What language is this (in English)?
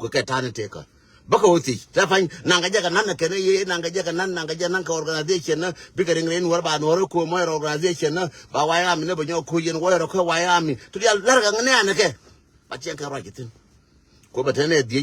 Nuer